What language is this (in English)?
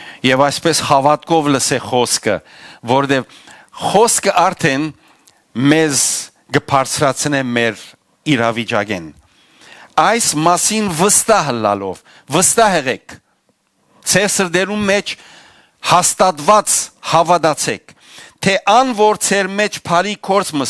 Western Armenian